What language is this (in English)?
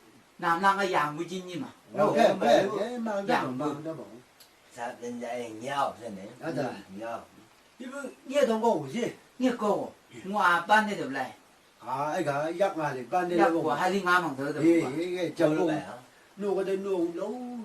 Chang Naga